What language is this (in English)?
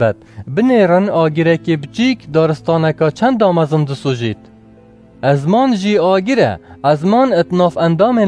Kurdish